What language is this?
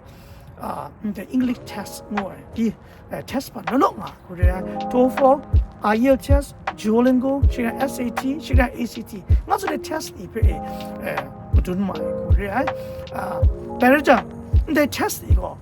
Kachin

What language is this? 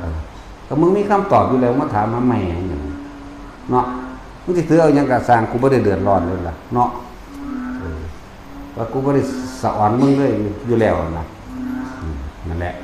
Northeastern Thai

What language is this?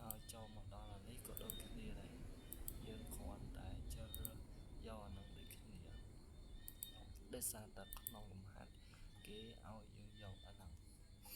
Khmer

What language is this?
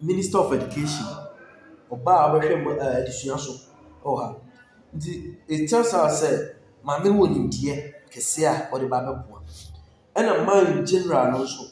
Akan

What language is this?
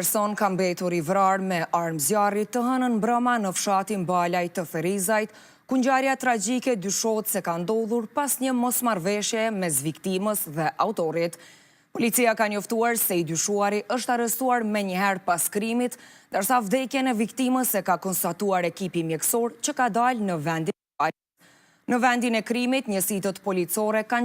Albanian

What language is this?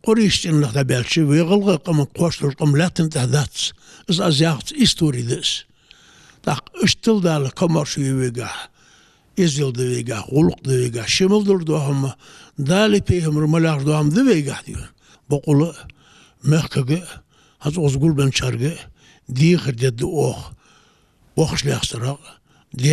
Ingush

